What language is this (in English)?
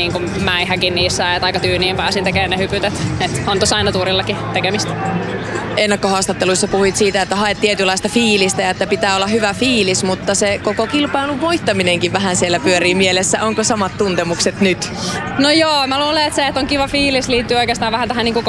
Finnish